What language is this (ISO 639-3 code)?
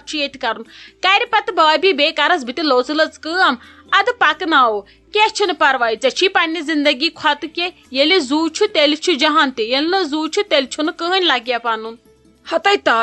kas